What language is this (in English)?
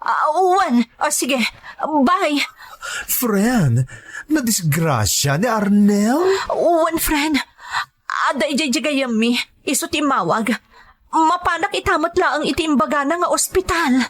Iloko